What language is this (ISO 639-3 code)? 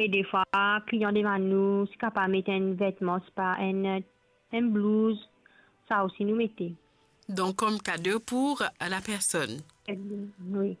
mfe